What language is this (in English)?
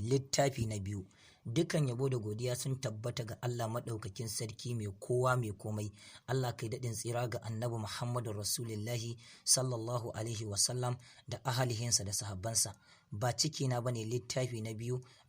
Hausa